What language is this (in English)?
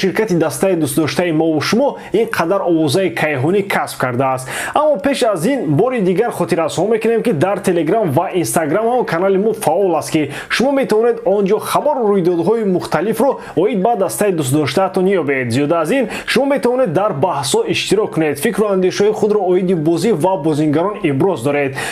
Tajik